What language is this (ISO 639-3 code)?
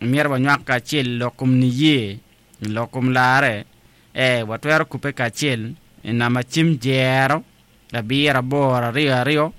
ach